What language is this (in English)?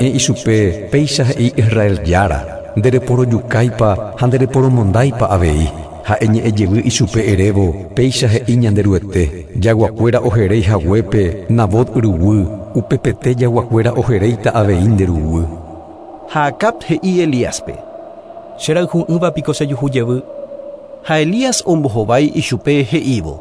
Guarani